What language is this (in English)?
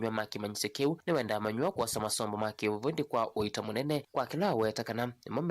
Kamba